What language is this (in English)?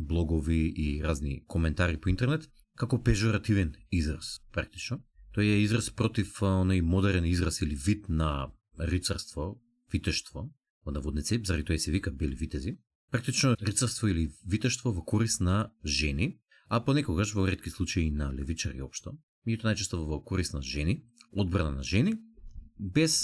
Macedonian